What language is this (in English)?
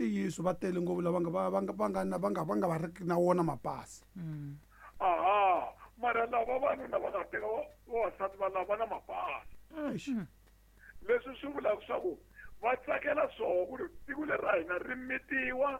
Tsonga